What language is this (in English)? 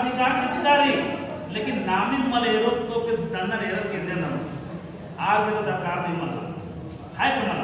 Kurukh